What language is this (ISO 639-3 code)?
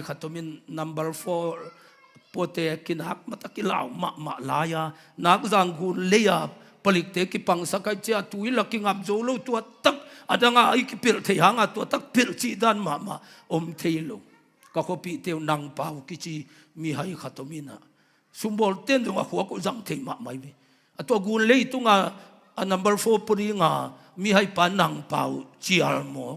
ctd